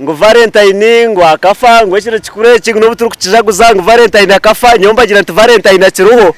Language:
Nyankole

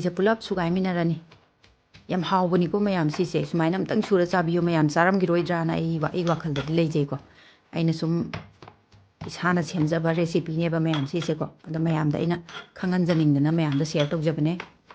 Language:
Manipuri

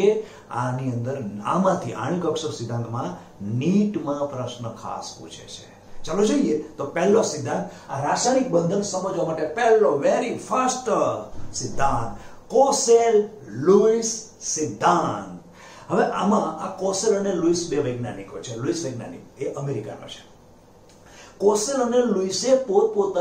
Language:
Gujarati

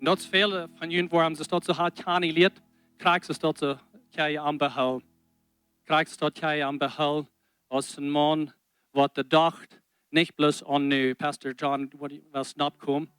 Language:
Plautdietsch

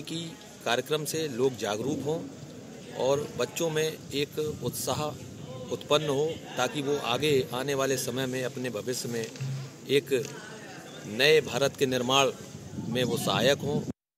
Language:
Hindi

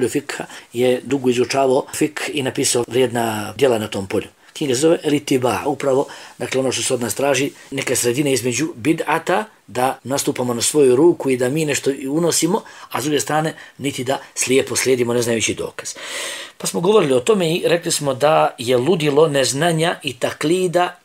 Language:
Bosnian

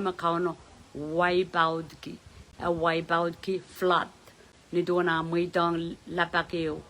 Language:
Pohnpeian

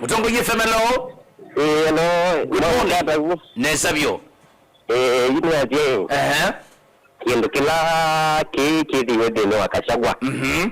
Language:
Kamba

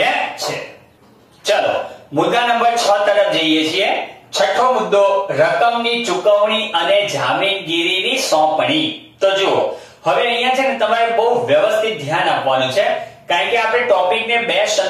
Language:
Gujarati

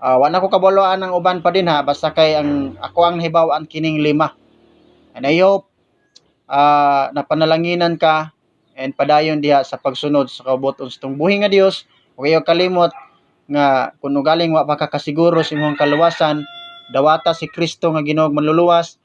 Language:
Cebuano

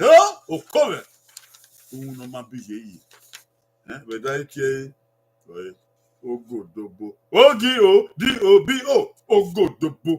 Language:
Bini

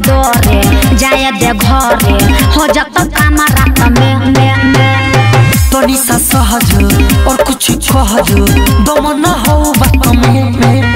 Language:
Bhojpuri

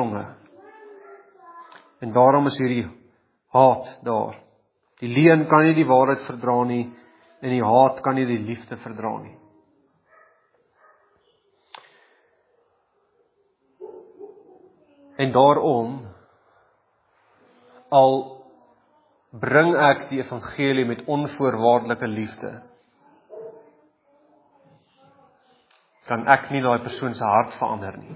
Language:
Afrikaans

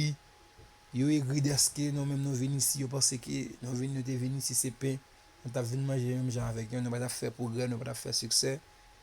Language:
Haitian Creole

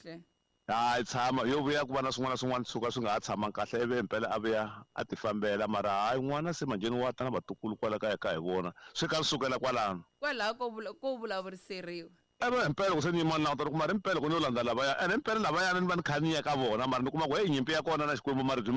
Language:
Tsonga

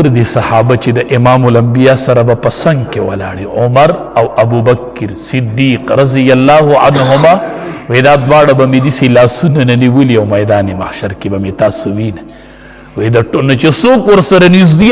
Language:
Pashto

